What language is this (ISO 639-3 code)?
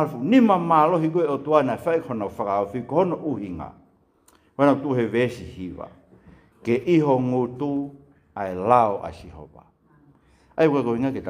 ton